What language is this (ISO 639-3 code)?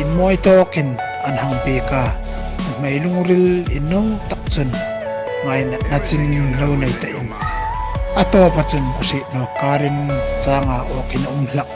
hmr